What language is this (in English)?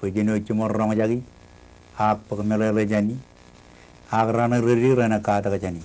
Marshallese